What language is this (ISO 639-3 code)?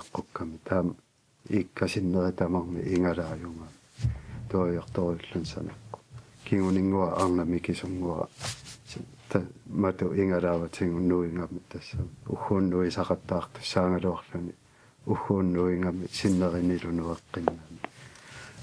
kal